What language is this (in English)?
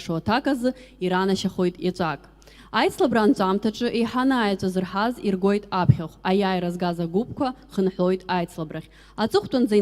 Abkhazian